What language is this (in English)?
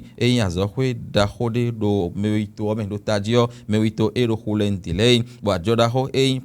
Fon